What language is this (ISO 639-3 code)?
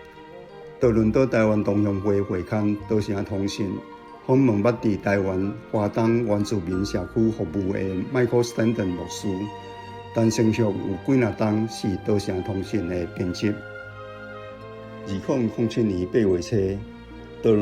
nan